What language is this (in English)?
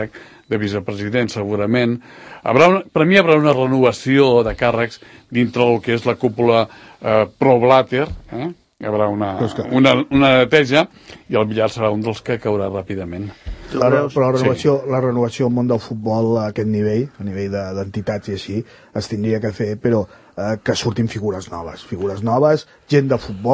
Catalan